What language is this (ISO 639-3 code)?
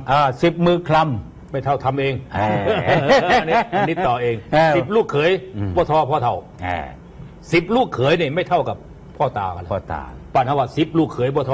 tha